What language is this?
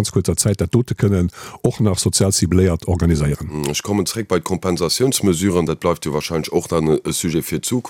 Luxembourgish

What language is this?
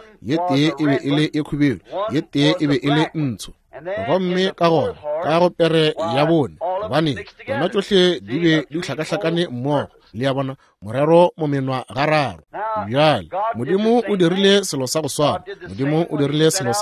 Northern Sotho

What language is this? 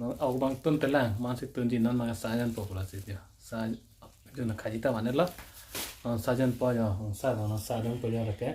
Karbi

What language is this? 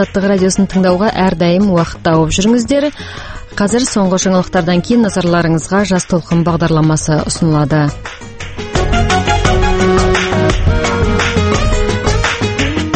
Kazakh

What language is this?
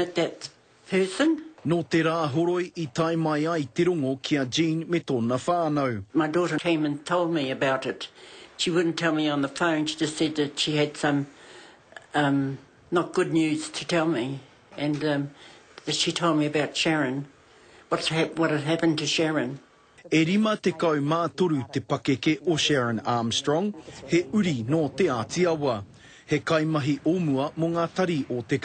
Māori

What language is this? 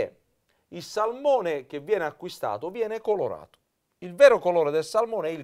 Italian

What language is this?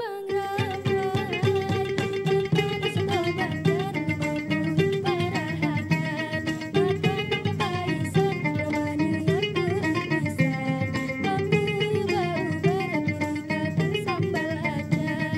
Banjar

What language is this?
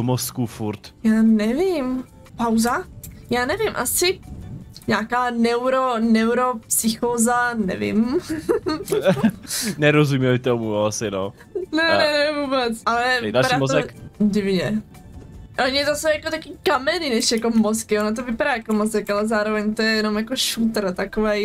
Czech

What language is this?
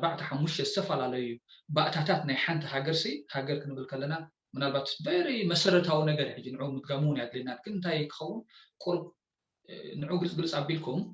Tigrinya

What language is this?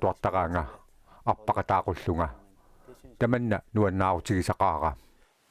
Kalaallisut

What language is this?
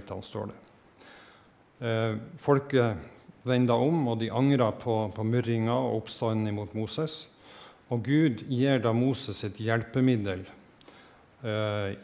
Norwegian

